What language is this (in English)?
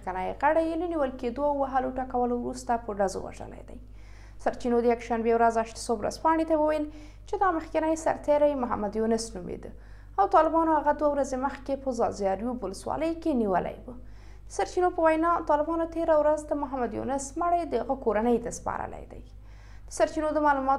Pashto